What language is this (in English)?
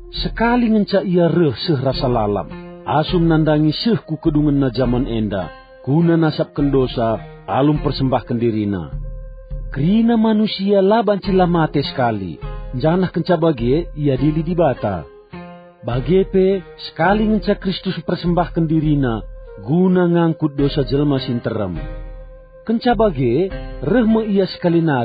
Batak Karo